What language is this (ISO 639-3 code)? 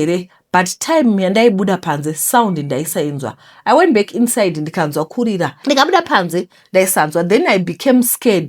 sna